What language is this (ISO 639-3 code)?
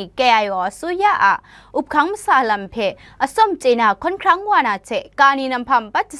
kac